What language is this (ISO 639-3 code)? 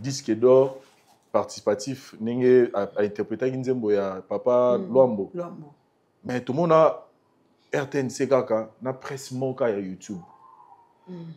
lin